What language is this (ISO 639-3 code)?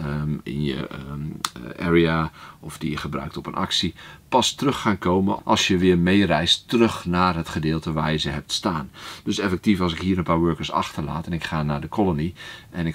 nld